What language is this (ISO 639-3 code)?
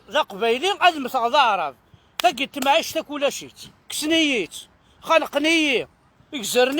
kab